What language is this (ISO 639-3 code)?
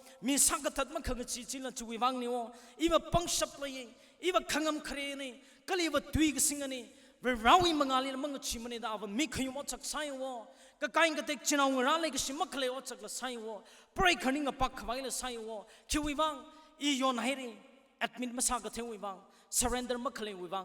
nmf